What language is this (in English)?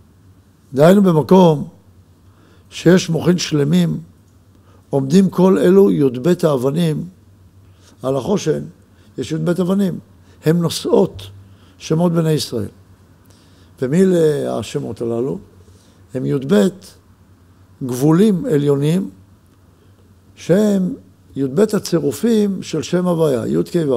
Hebrew